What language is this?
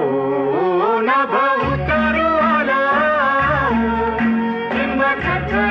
Marathi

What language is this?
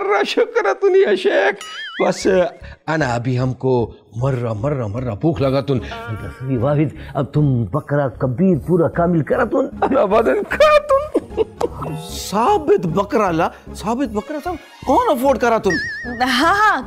Hindi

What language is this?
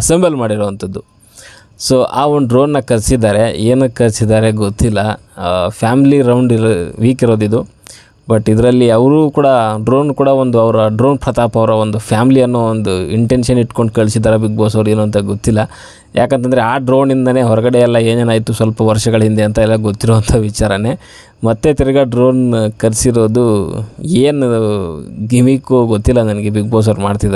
Kannada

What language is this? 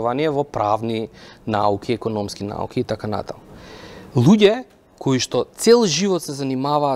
Macedonian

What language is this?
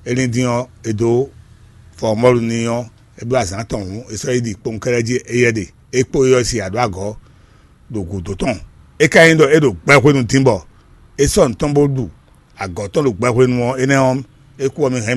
Fon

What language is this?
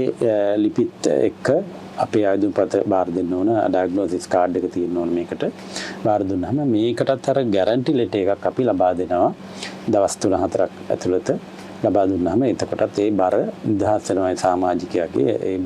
Sinhala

